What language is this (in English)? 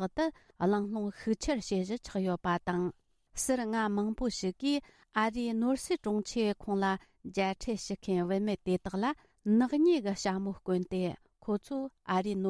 Tibetan